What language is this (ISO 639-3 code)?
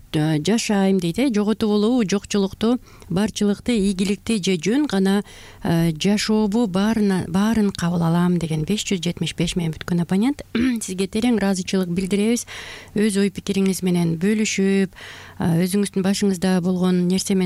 kir